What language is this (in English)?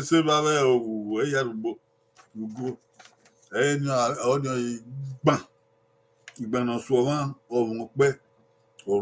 Bini